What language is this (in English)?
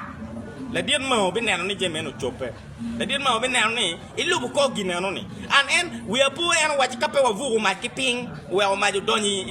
Acoli